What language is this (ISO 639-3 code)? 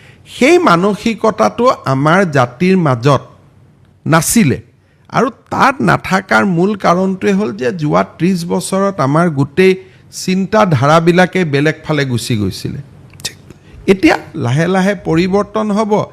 asm